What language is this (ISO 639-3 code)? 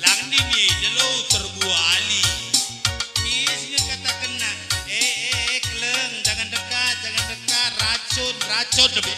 btx